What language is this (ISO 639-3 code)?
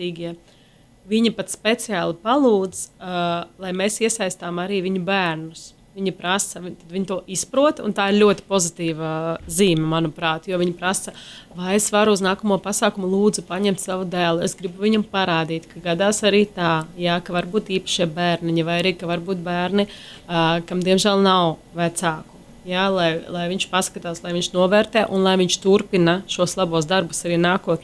lav